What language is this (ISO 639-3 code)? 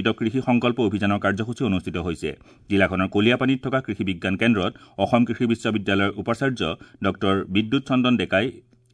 asm